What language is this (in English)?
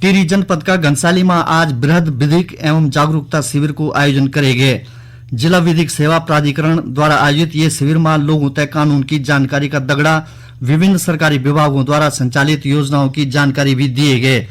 Garhwali